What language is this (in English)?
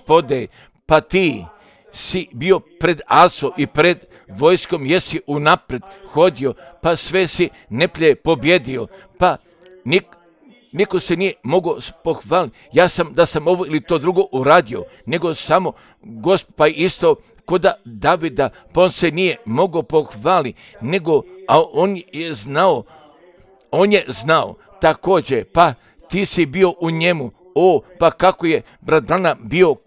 Croatian